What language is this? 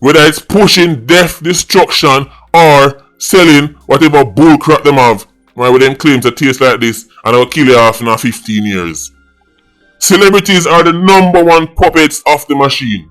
Jamaican Creole English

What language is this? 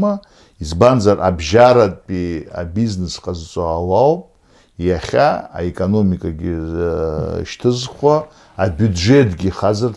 Abkhazian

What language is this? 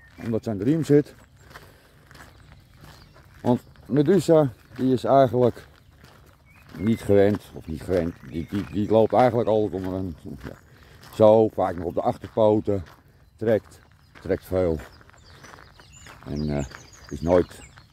Dutch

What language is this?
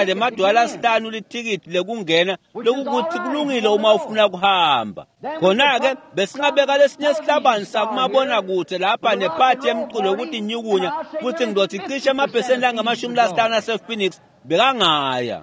Swati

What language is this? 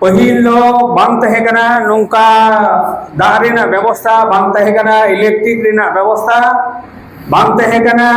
Santali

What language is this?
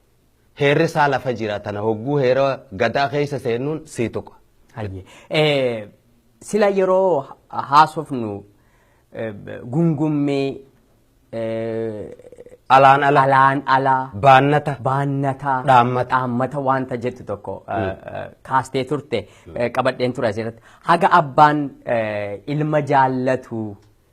Oromo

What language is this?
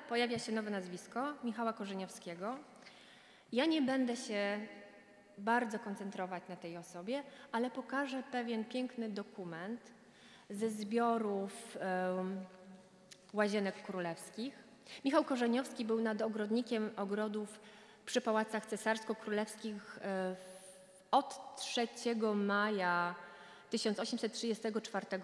Polish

